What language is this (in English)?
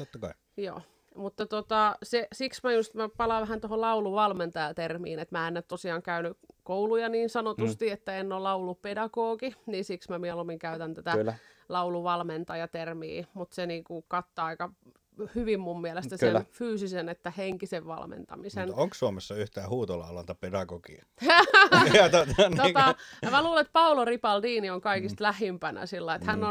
Finnish